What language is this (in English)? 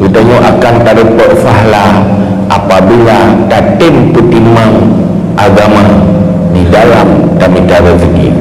Achinese